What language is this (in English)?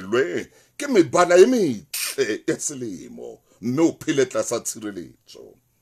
Southern Sotho